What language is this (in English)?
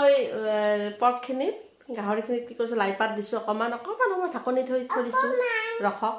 Assamese